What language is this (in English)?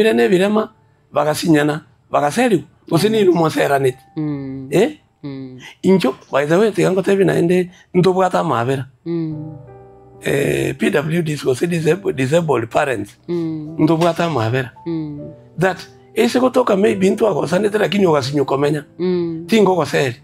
Gusii